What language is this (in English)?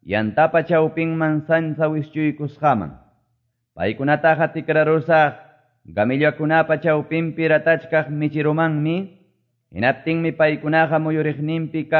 Quechua